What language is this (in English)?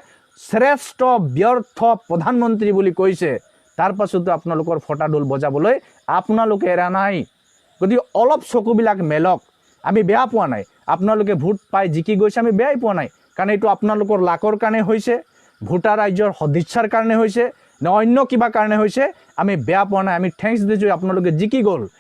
Assamese